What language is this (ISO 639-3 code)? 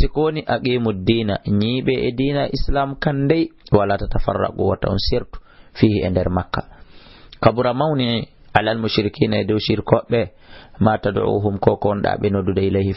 ful